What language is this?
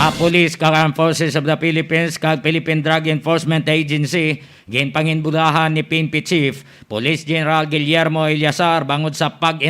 Hiligaynon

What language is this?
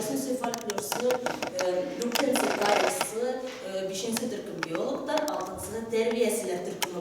Bashkir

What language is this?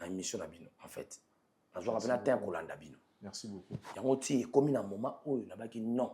Lingala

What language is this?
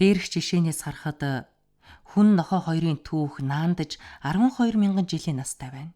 Mongolian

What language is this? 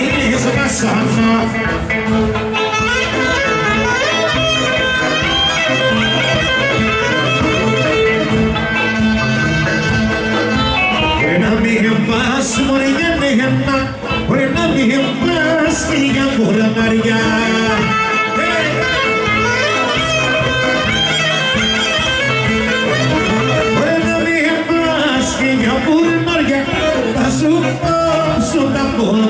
Greek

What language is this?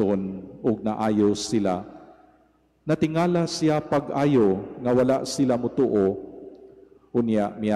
Cebuano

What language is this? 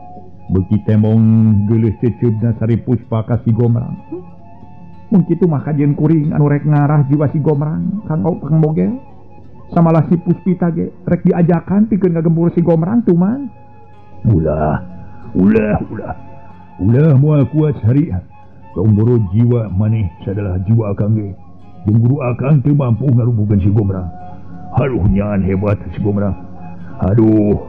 Sundanese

